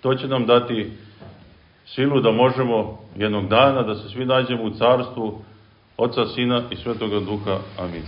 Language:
Serbian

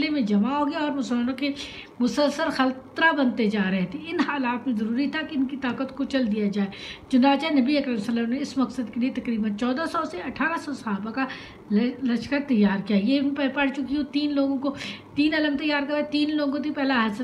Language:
Urdu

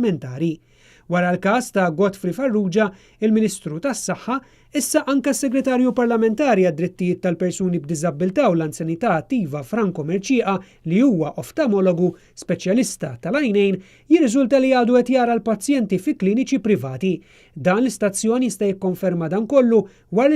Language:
Maltese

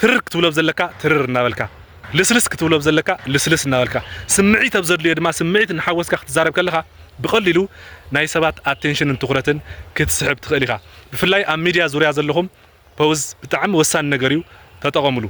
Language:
Tigrinya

